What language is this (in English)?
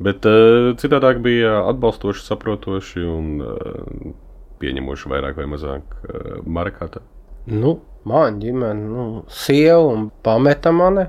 Latvian